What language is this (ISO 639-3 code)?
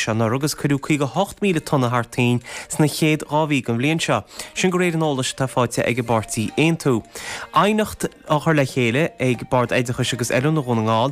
gle